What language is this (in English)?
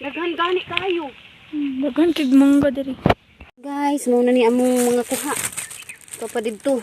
Cebuano